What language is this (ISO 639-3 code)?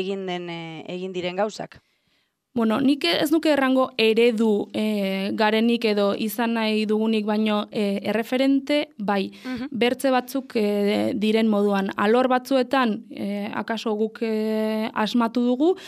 eus